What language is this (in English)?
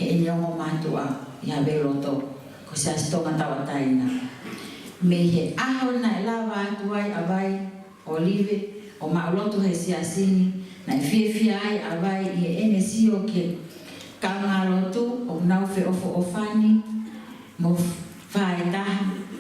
Tongan